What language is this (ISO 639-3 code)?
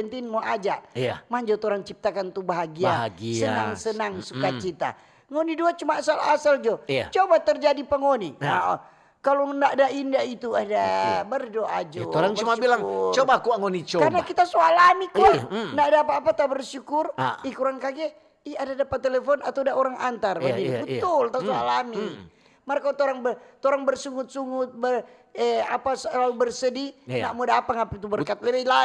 xmm